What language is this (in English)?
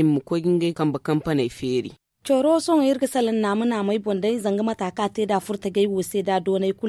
Zarma